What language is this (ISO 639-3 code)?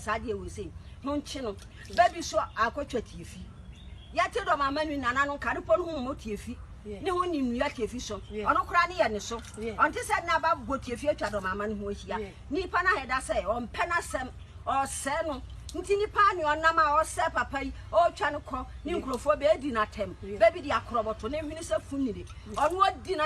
aka